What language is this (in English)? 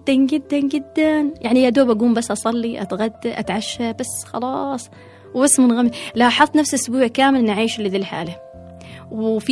Gulf Arabic